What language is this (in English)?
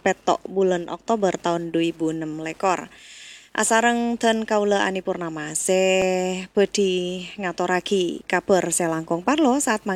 Madurese